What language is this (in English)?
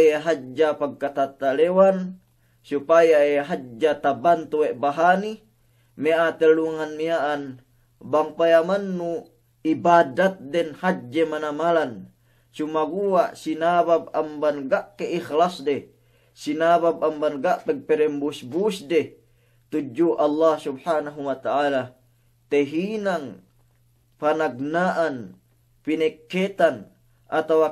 Yakan